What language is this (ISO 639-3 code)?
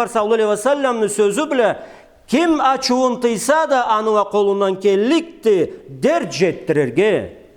krc